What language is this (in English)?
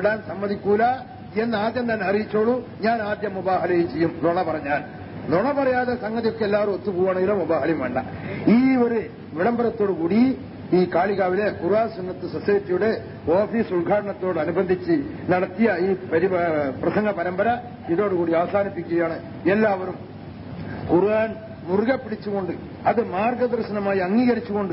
Malayalam